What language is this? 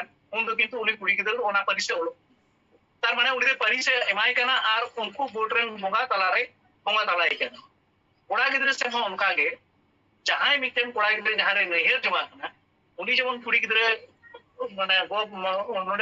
Santali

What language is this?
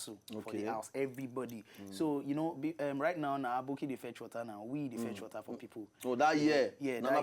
Nigerian Pidgin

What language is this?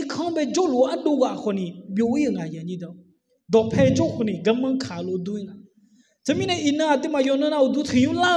Akha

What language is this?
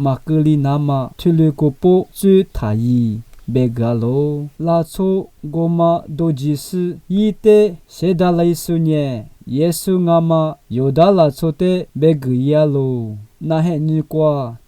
Lisu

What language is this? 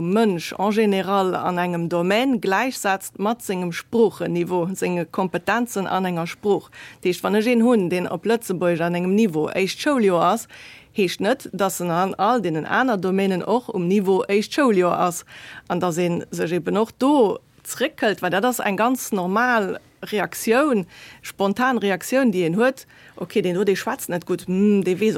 Luxembourgish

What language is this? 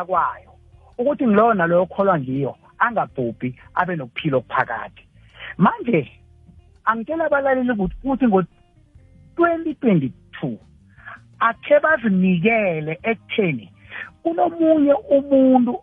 South Ndebele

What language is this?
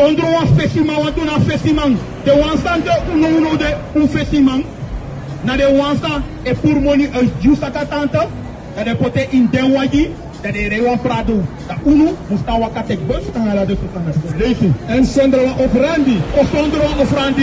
Sranan Tongo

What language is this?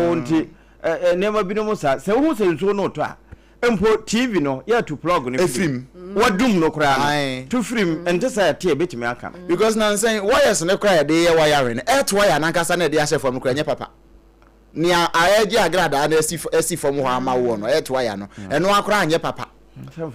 Akan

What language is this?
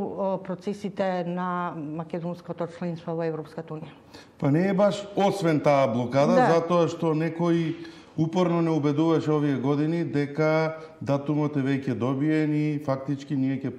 Macedonian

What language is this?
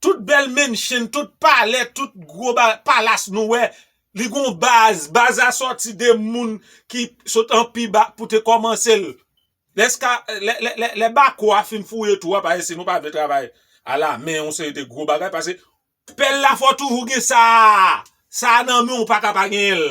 Haitian Creole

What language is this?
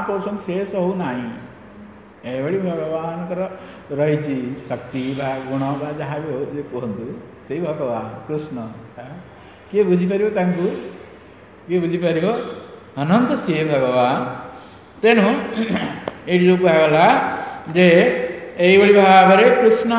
Odia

